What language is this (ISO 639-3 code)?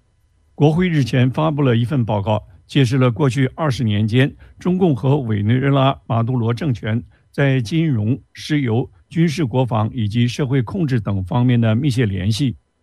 zho